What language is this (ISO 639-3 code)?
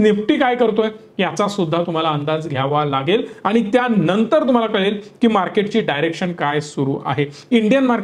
mar